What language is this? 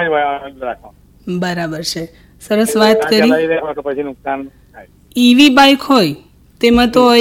Gujarati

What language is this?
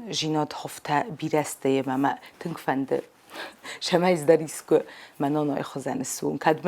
Ossetic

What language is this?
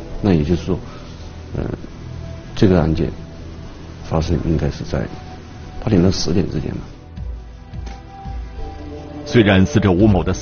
Chinese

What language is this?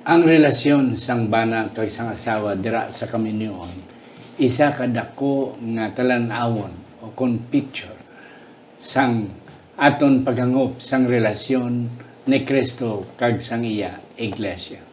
Hiligaynon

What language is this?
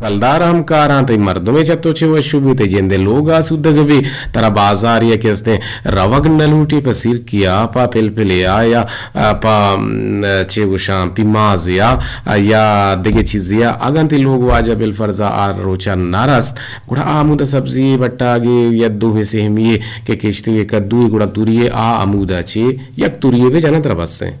Eastern Balochi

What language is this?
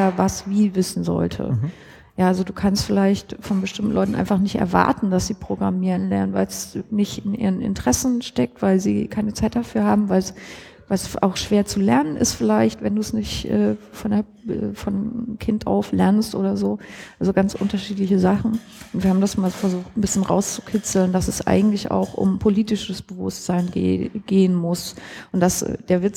German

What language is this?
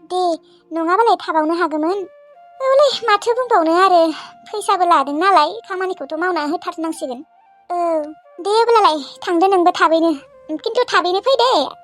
Bodo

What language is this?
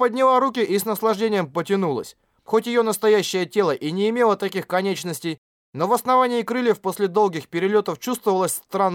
Russian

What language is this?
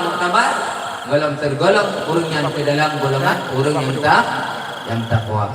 Achinese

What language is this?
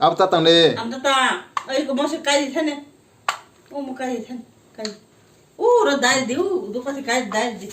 Kok Borok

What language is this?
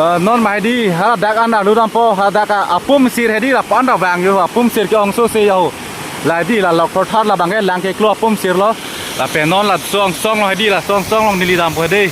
Karbi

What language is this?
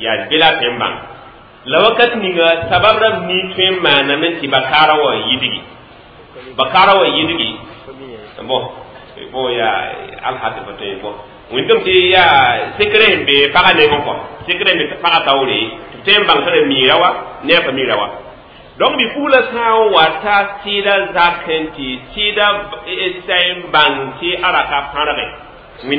Mossi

